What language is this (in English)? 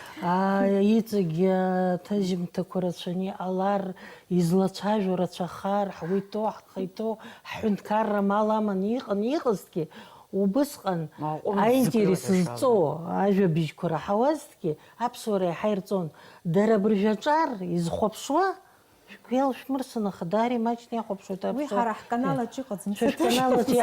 Abkhazian